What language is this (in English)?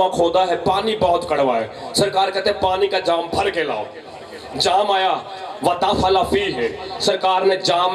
Urdu